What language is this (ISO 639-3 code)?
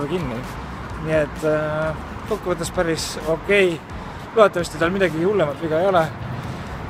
est